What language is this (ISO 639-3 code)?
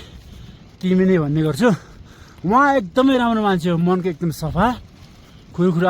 nep